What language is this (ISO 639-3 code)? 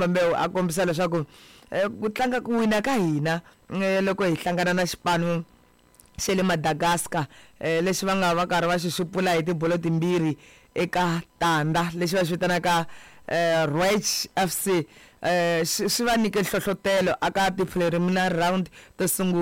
tso